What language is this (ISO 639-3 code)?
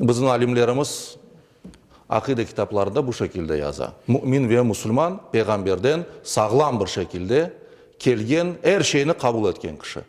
crh